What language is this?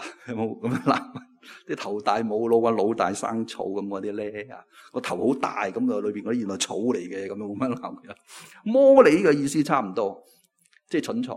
Cantonese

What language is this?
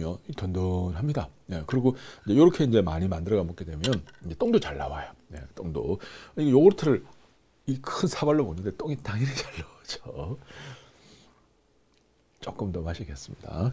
Korean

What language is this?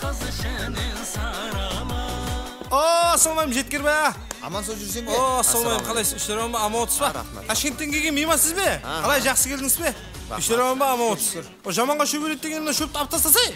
Kara-Kalpak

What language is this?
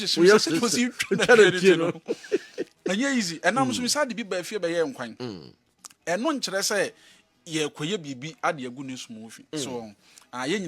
Akan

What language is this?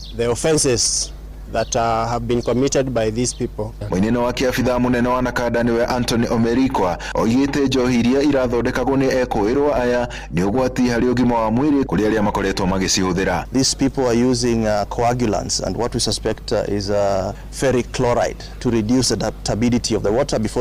Kikuyu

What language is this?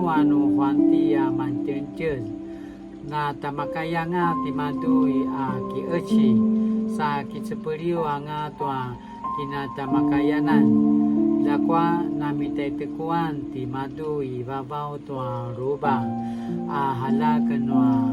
Paiwan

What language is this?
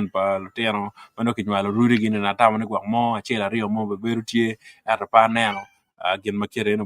Acoli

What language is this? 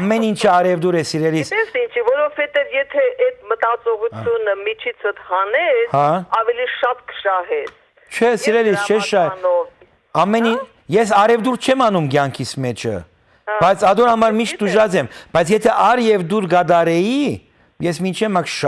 Western Armenian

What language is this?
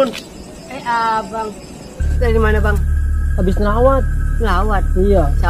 Betawi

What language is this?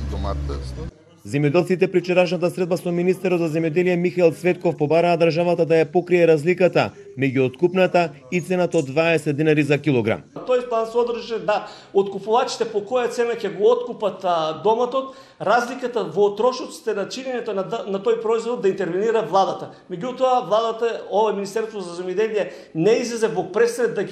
Macedonian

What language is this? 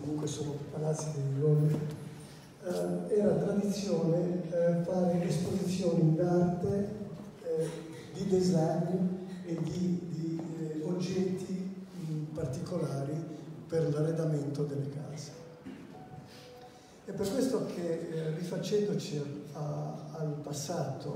Italian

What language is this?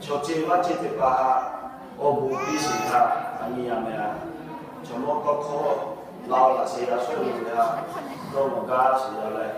Lahu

